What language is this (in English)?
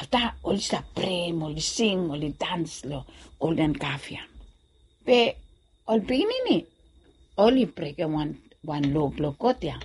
Bislama